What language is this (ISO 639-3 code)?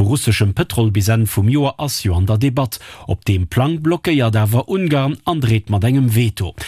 ltz